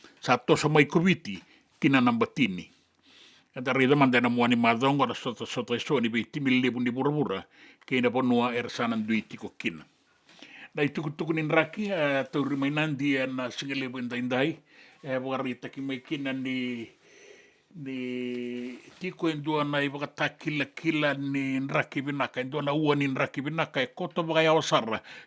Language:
Fijian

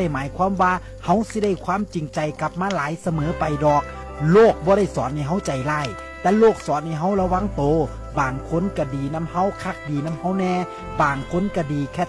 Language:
Northeastern Thai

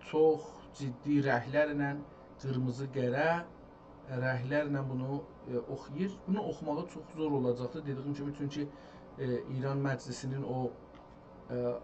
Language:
South Azerbaijani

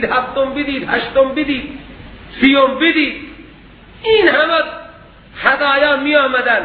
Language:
Persian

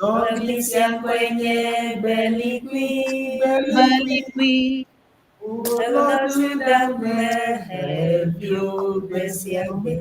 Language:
Ewe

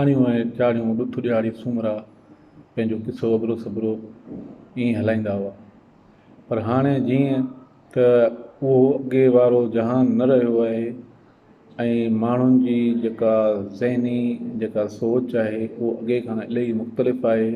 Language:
Sindhi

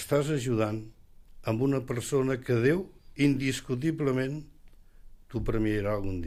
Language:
Catalan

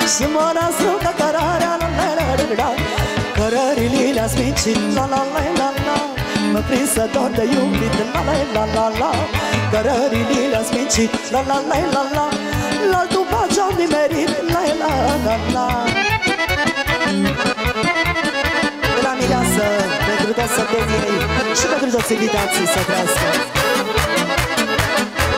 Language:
Romanian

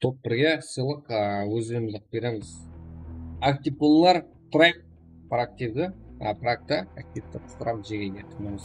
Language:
Kara-Kalpak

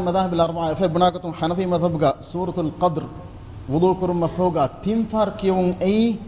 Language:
Divehi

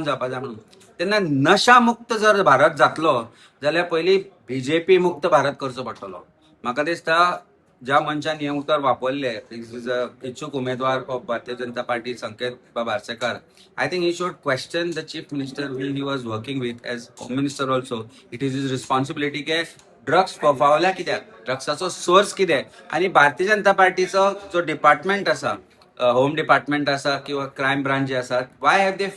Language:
Konkani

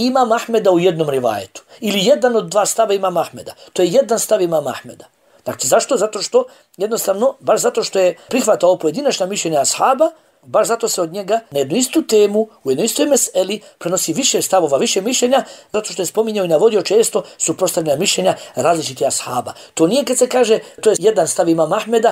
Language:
Bosnian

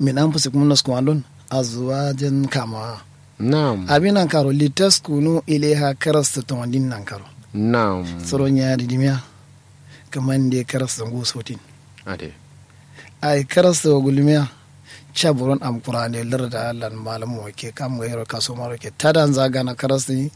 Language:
Kanuri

